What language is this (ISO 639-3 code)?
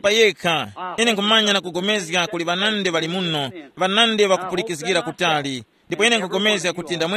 tum